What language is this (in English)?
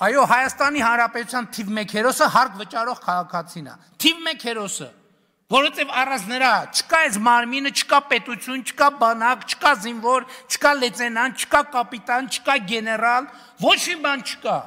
Armenian